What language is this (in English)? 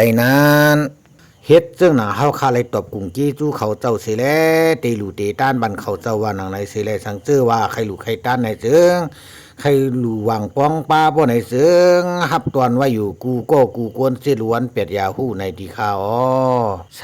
Shan